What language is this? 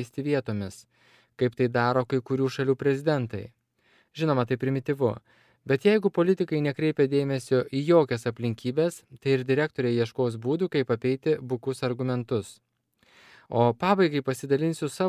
Lithuanian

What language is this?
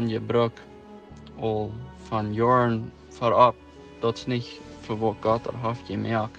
Plautdietsch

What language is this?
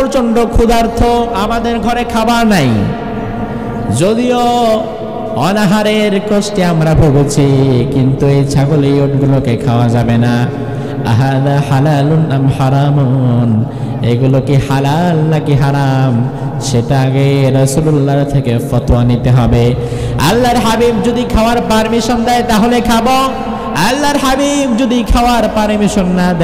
Bangla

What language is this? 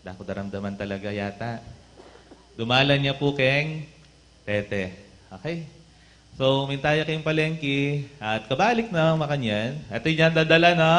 Pampanga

